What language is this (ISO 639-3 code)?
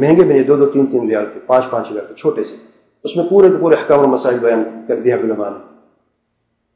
urd